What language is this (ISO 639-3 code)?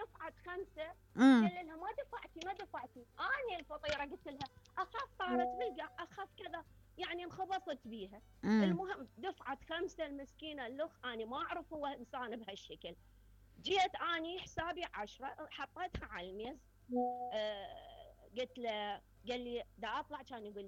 acm